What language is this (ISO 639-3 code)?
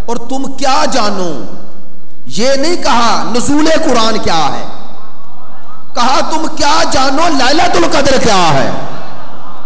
urd